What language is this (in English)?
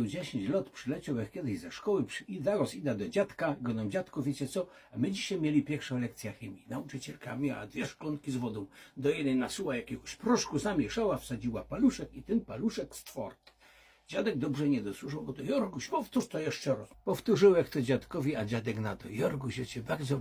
Silesian